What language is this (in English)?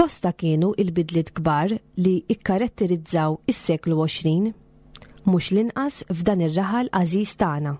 Maltese